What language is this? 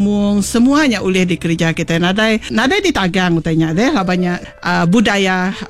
Iban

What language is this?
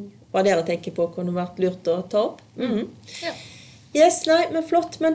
Norwegian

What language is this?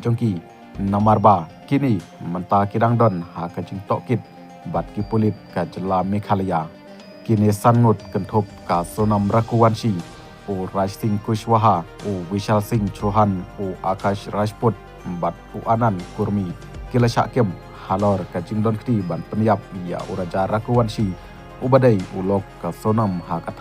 Khasi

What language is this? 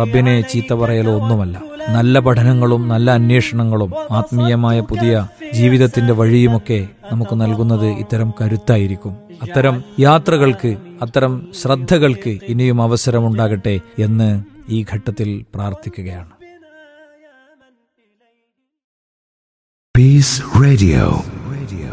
Malayalam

